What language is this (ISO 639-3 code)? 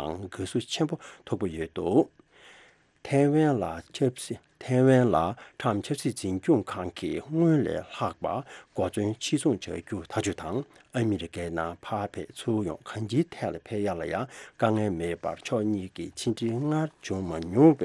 bod